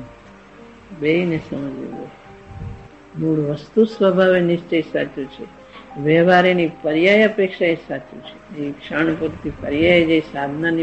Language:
Gujarati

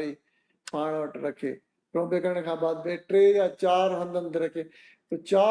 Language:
Sindhi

